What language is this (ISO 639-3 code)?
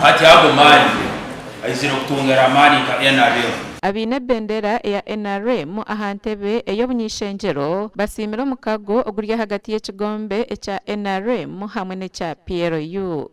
nyn